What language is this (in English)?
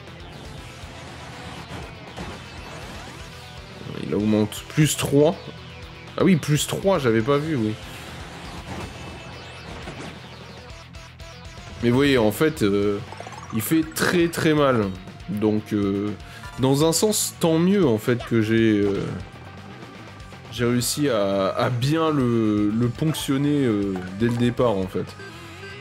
French